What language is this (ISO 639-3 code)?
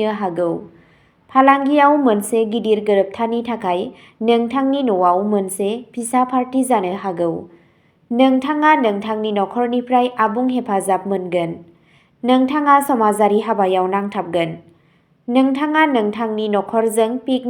brx